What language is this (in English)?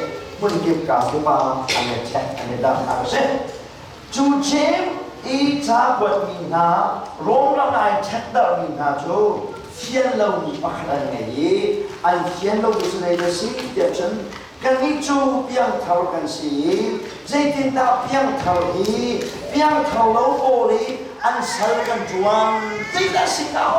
Hakha Chin